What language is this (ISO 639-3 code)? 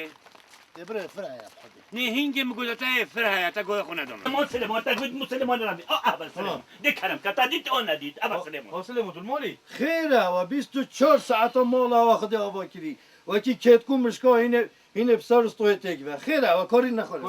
kur